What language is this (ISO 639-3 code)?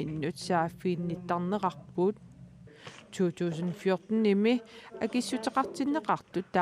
kal